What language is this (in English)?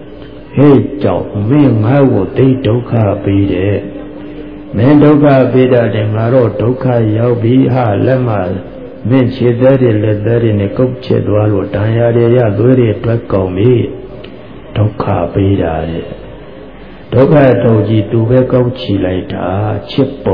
Burmese